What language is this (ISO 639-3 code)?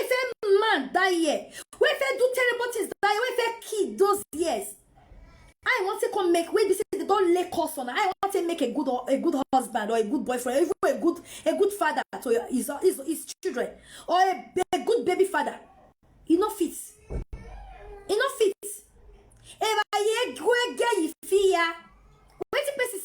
pcm